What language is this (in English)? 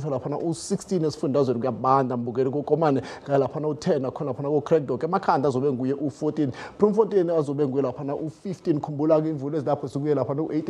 Zulu